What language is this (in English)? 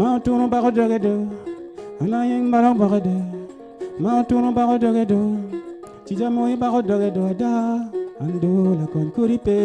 Acoli